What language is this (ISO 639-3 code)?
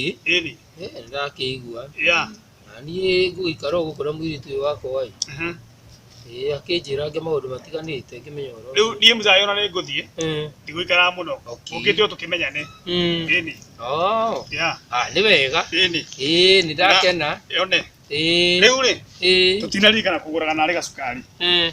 kik